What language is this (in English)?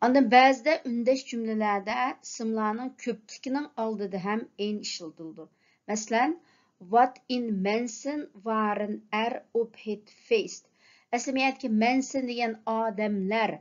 Uyghur